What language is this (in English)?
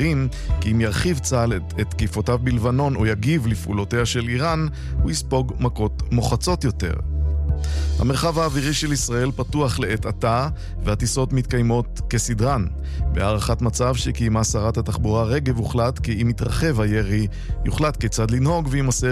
Hebrew